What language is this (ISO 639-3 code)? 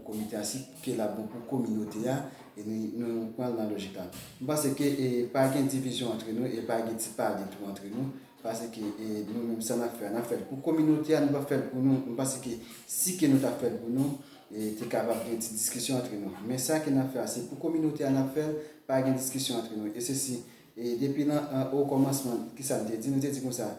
hat